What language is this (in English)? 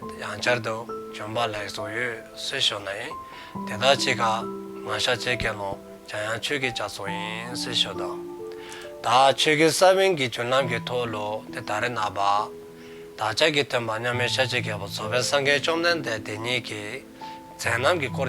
Dzongkha